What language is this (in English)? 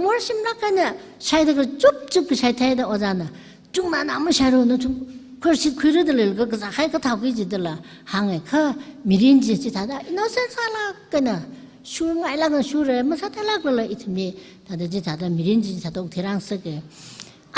Tangkhul Naga (India)